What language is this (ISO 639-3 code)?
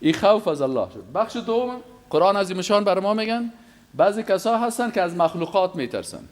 fas